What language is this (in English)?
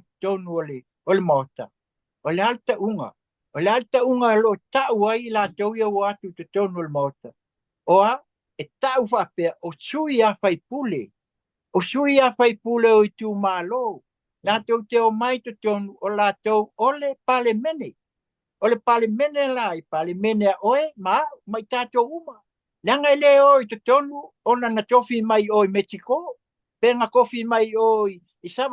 Samoan